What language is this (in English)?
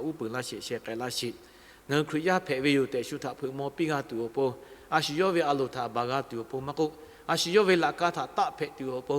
Lahu